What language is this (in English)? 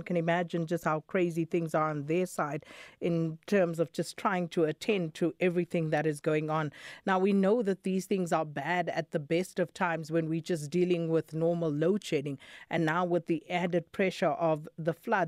English